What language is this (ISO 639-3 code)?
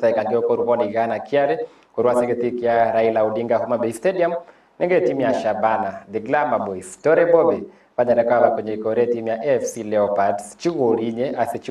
guz